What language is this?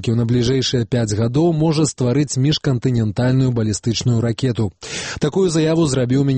Belarusian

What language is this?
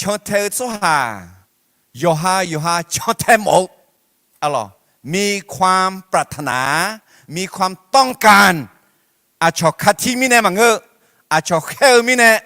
Akha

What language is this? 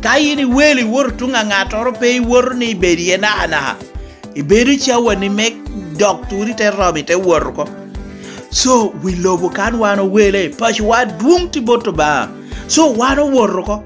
Lango (Uganda)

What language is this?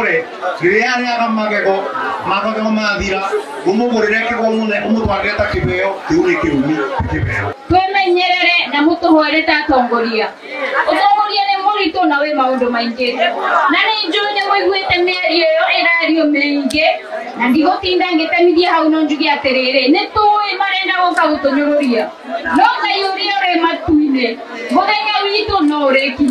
Kikuyu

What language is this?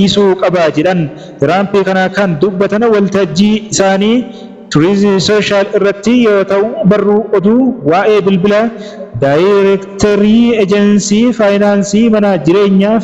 Oromo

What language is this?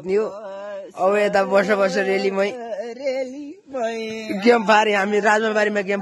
Nepali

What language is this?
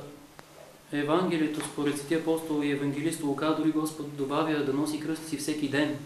Bulgarian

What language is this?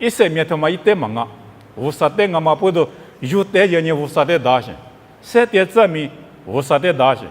Lisu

